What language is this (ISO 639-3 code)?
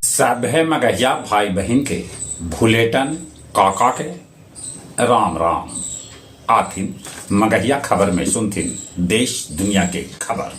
mag